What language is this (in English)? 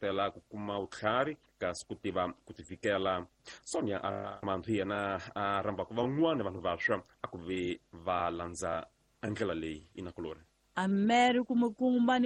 Tsonga